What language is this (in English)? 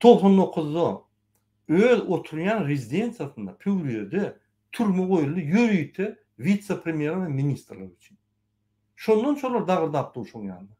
Turkmen